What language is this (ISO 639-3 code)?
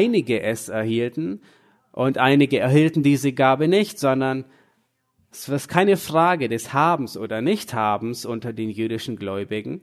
deu